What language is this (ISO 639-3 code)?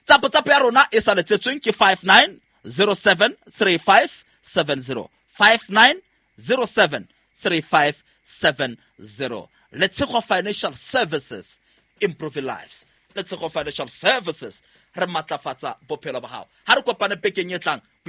sot